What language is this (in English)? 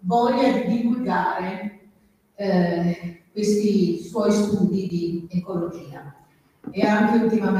Italian